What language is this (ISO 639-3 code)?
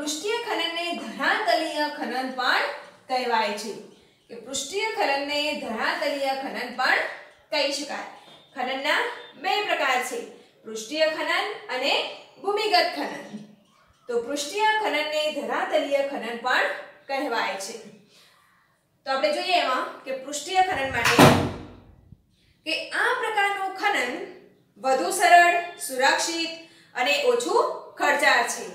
guj